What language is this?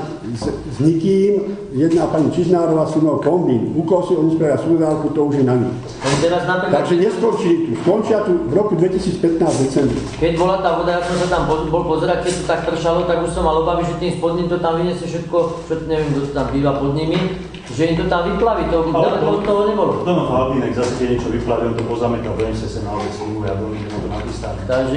Slovak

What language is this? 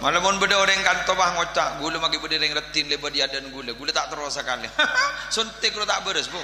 Madurese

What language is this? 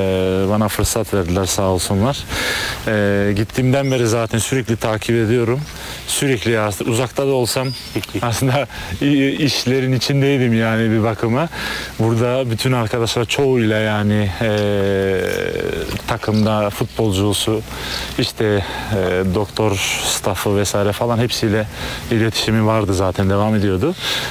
Turkish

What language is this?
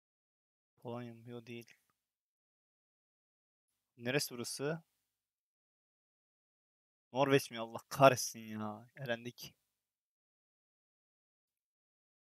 Turkish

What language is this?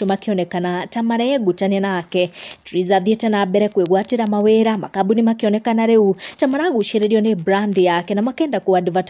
Kikuyu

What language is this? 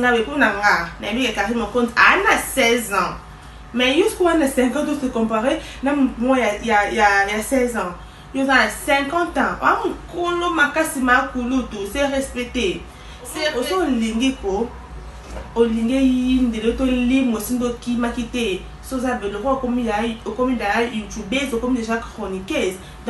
Lingala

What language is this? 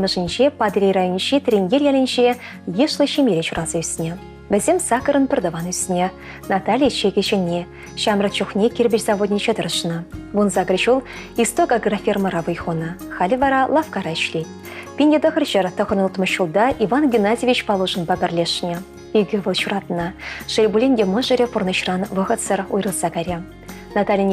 Chuvash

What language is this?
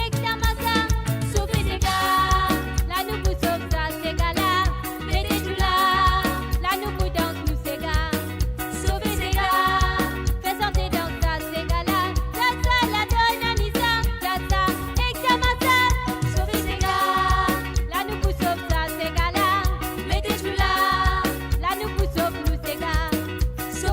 Morisyen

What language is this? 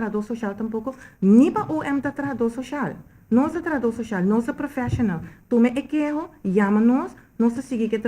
Papiamento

